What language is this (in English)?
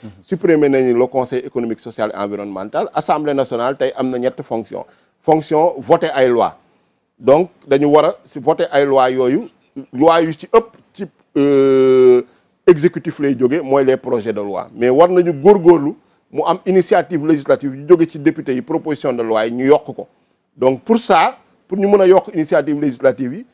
Wolof